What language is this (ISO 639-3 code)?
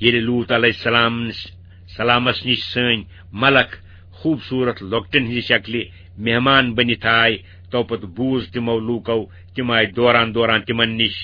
kas